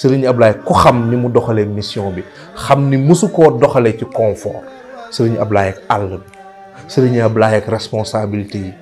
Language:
Wolof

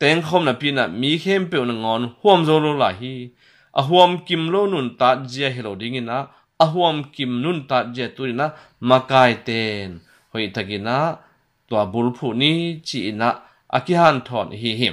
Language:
Tedim Chin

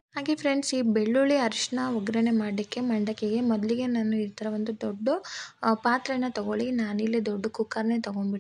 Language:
Kannada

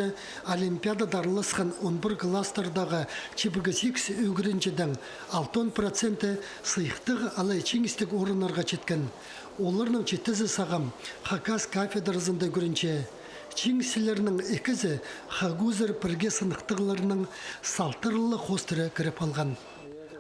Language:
Khakas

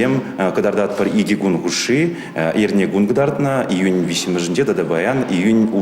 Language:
Chuvash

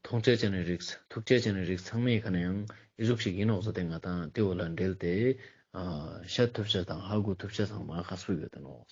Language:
Ladakhi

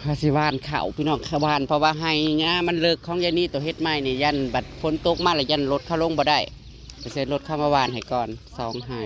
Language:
Northeastern Thai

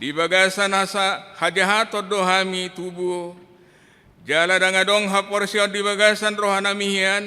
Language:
Batak Toba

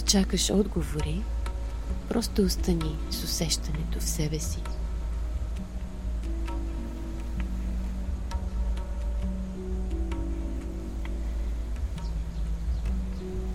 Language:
Bulgarian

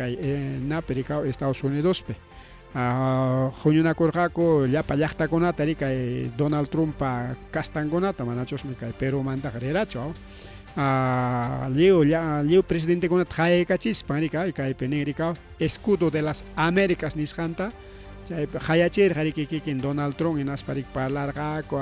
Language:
Ayacucho Quechua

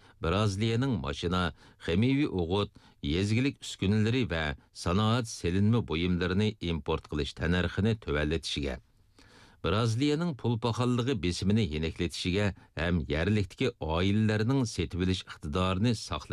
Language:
Uyghur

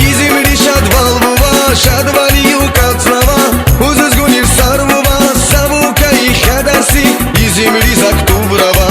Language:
Tabassaran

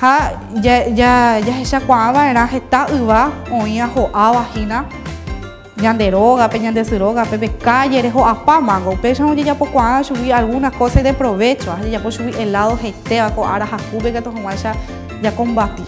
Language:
Guarani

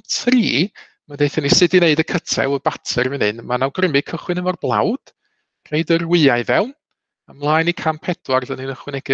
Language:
Welsh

